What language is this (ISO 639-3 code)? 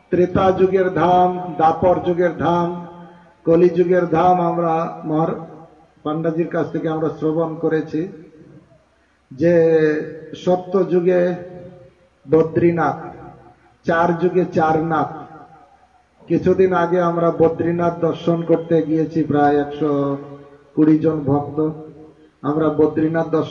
ben